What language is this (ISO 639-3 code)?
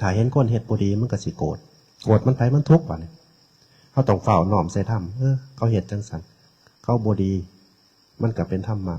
tts